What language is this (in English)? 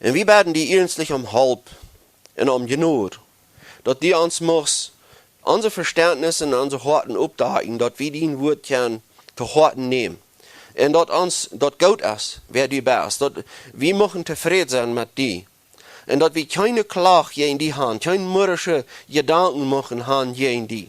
Plautdietsch